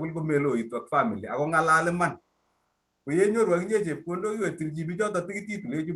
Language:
Kalenjin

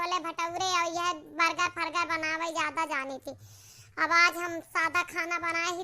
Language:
Awadhi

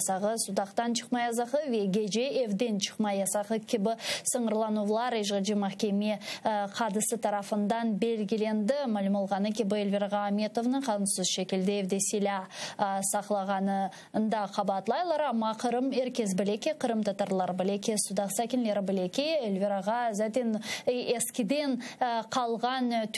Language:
Crimean Tatar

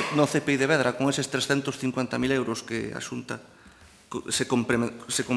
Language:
Galician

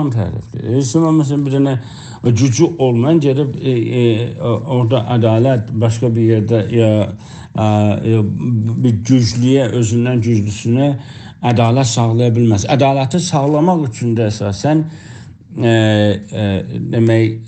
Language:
South Azerbaijani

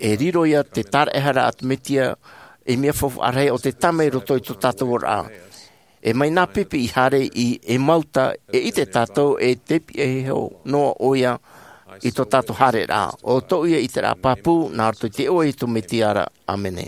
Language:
Tahitian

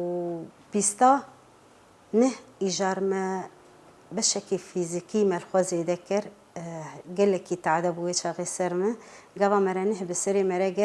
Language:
Kurdish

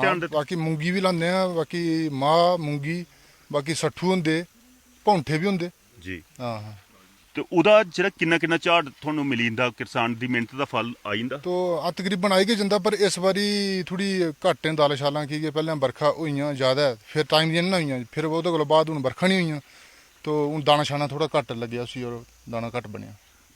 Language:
Dogri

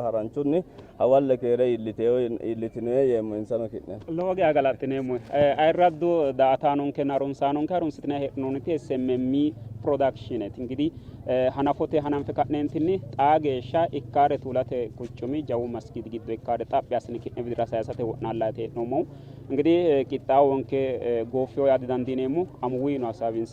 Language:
Sidamo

